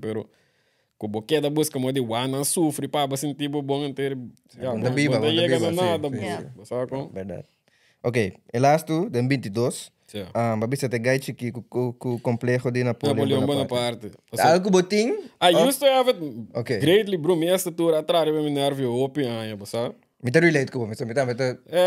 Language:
Papiamento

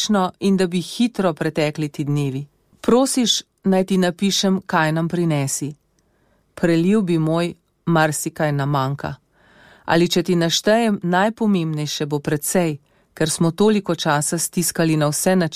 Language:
Slovenian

